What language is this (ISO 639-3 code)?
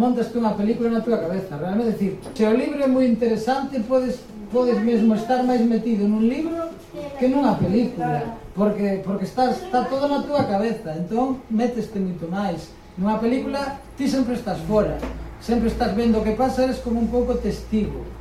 glg